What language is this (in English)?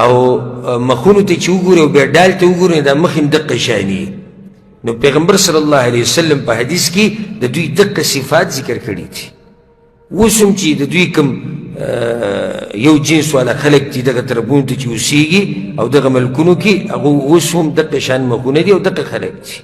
Pashto